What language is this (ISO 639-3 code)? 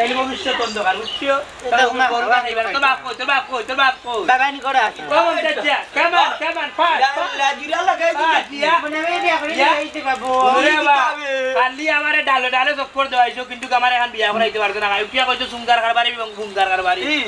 syl